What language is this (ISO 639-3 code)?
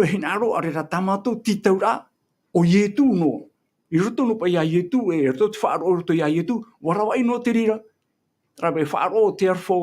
tah